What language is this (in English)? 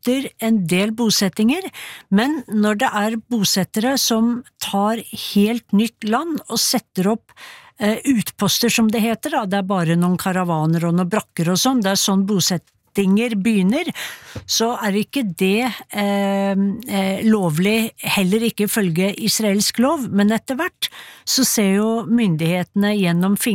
Norwegian